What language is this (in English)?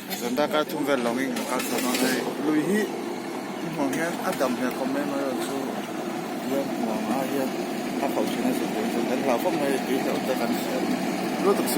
Mizo